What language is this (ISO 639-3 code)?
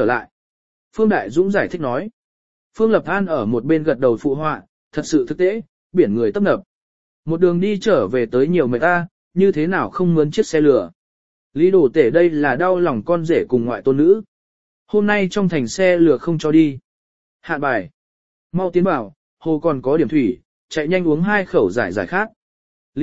vie